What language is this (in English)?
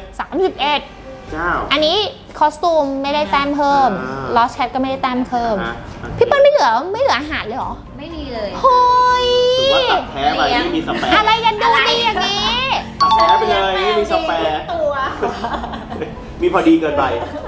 Thai